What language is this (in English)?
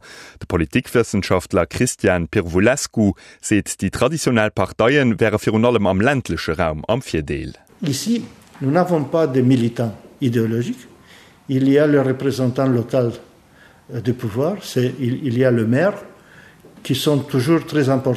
Luxembourgish